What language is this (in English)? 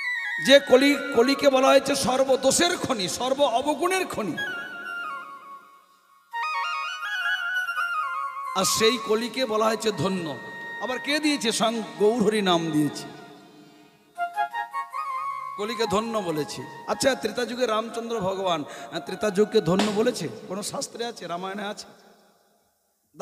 Bangla